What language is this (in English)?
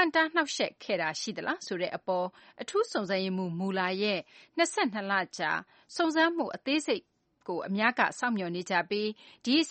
Burmese